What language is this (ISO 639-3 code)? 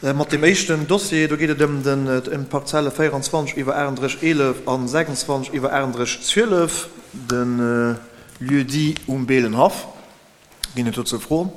ltz